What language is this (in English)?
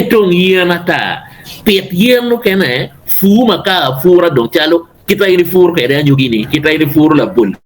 Acoli